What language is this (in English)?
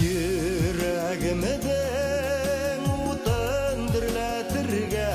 Bashkir